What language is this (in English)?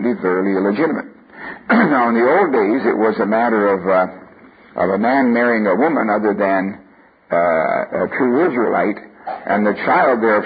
English